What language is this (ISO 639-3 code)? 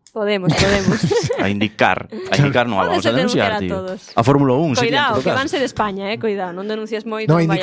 glg